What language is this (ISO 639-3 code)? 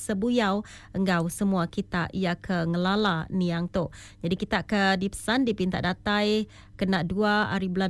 iba